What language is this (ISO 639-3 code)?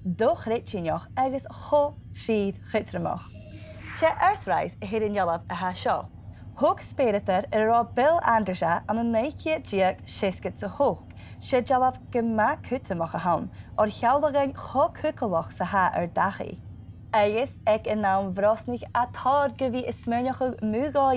gla